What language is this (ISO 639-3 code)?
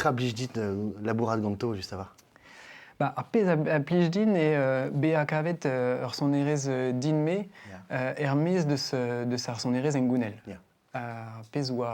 bre